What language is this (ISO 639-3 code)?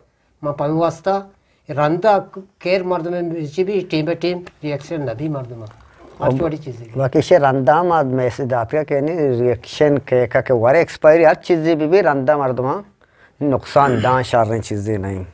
bgp